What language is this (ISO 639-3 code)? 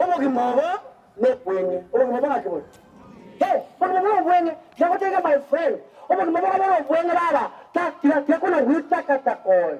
guz